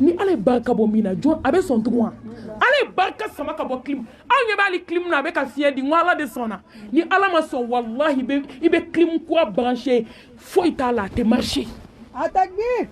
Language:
Bambara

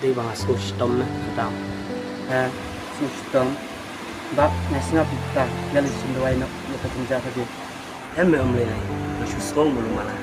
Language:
Khasi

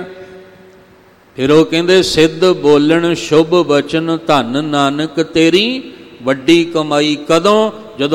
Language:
Punjabi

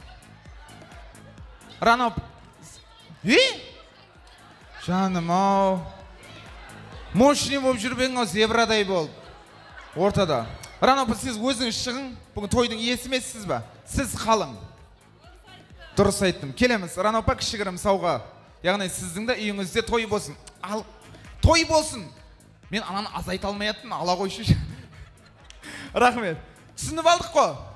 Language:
Kazakh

